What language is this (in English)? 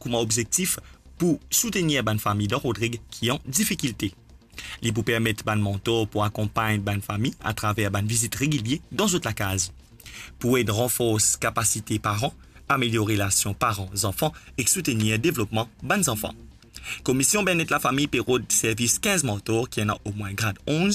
Morisyen